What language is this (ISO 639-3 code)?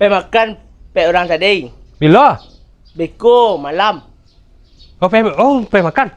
min